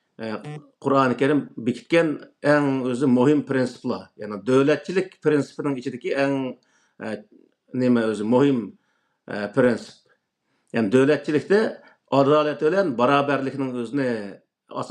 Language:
Uyghur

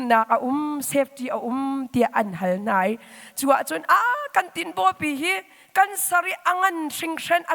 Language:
Hakha Chin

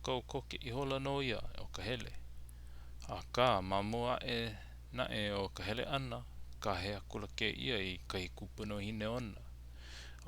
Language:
Hawaiian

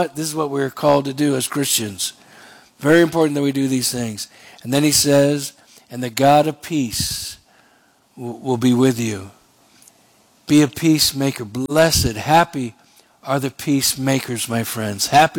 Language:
English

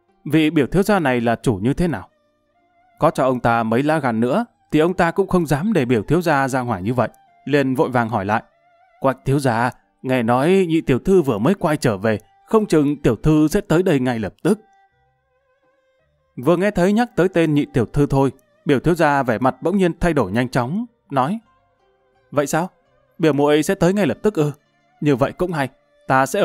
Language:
Vietnamese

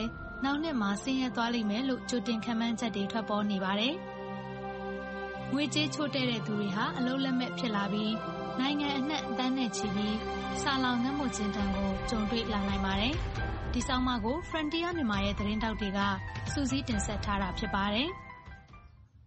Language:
Burmese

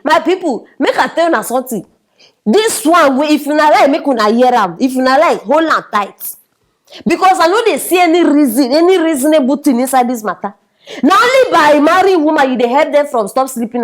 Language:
Nigerian Pidgin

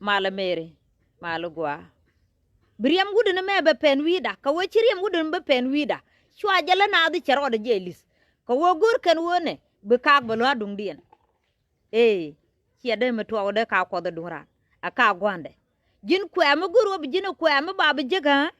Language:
Nuer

